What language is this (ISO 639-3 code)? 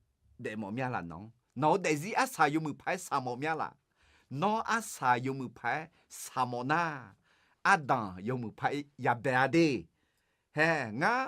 ahk